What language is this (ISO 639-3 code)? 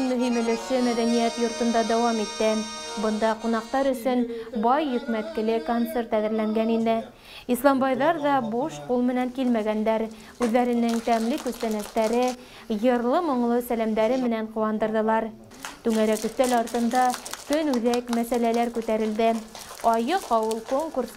bak